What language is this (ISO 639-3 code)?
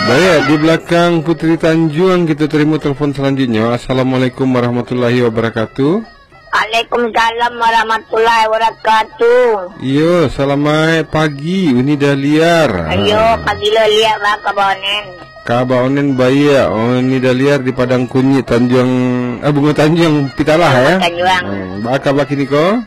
min